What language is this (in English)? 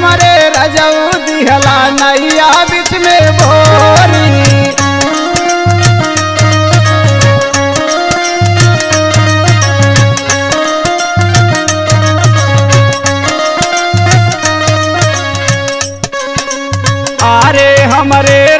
Bhojpuri